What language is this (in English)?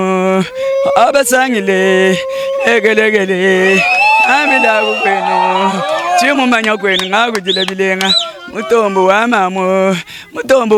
Luba-Lulua